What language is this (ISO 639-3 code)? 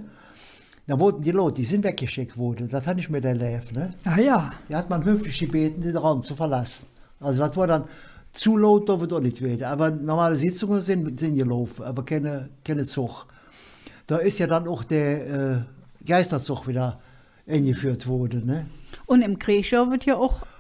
ksh